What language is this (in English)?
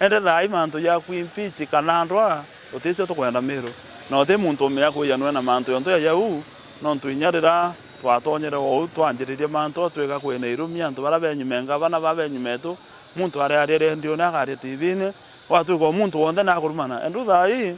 Meru